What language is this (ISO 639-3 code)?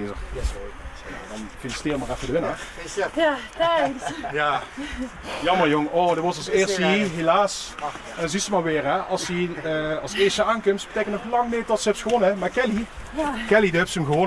lim